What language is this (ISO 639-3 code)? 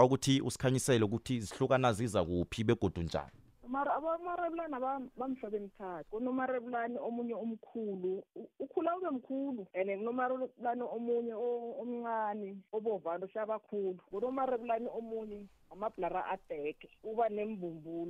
nbl